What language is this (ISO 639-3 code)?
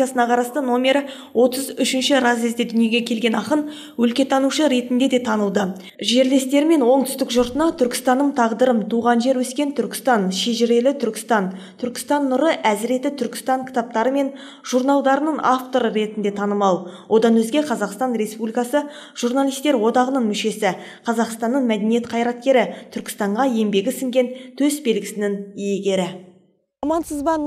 kaz